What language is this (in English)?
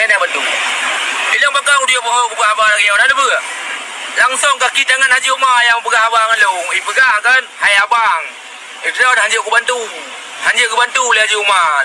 Achinese